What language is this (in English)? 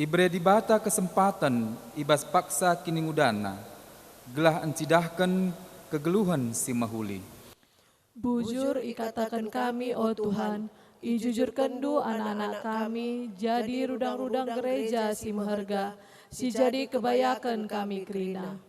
Batak Karo